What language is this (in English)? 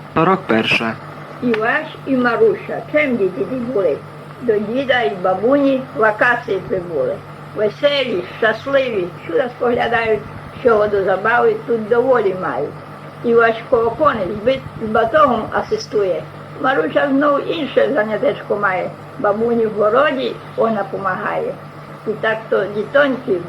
Rusyn